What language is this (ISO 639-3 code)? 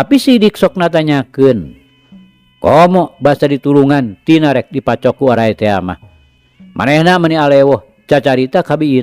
sun